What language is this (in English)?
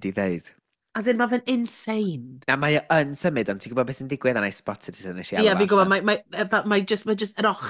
Welsh